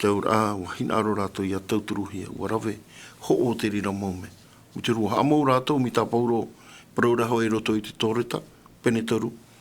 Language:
Tahitian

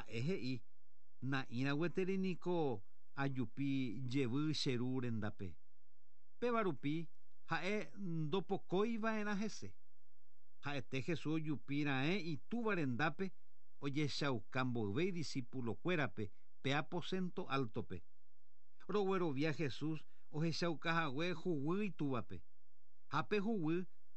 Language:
Guarani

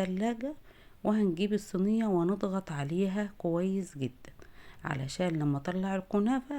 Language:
Egyptian Arabic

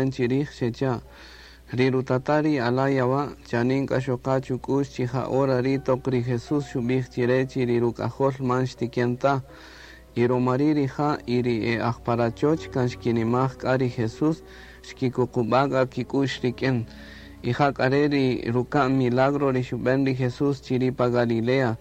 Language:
Kaqchikel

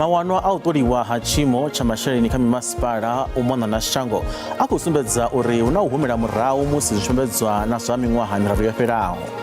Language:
Venda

